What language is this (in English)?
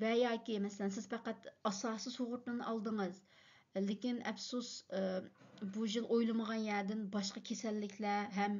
Uyghur